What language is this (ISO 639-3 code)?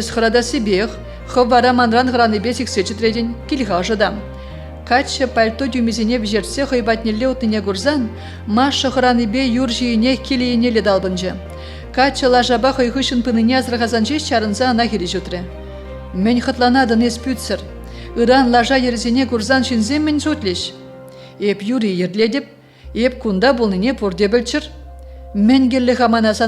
chv